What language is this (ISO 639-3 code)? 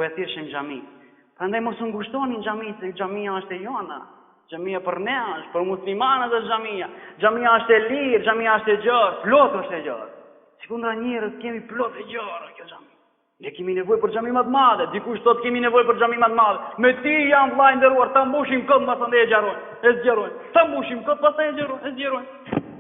sqi